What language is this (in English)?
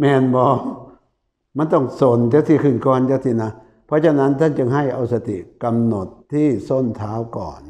Northeastern Thai